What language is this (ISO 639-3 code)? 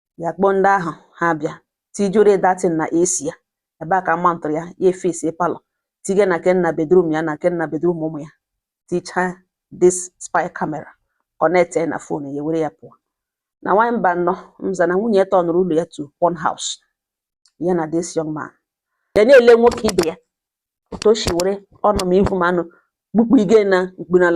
ibo